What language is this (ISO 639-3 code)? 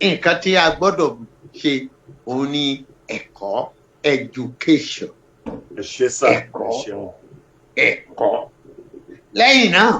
yor